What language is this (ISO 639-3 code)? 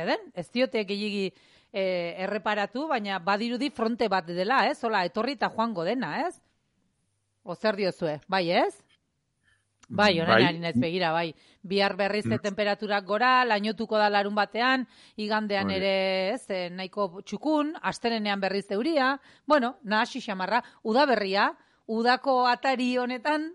eus